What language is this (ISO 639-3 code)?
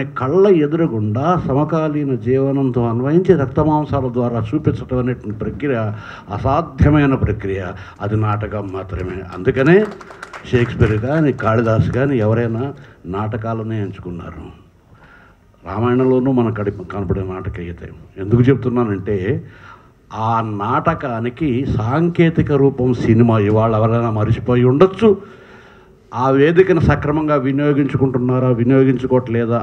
tel